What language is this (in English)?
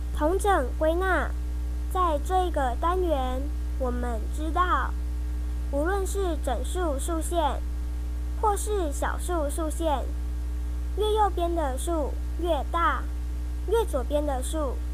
Chinese